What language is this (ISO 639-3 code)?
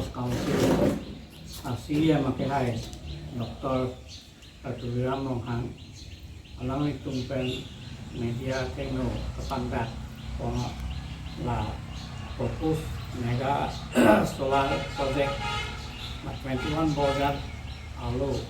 mjw